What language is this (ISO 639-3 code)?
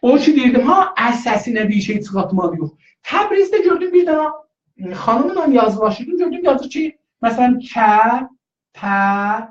azb